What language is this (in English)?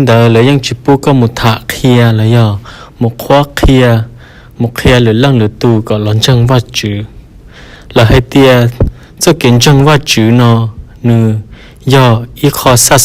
Hmong